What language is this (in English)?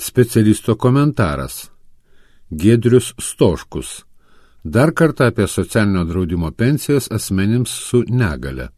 Lithuanian